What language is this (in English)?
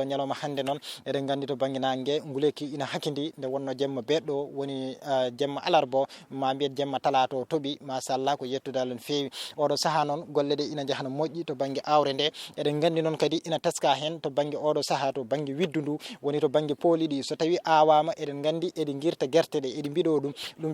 Fula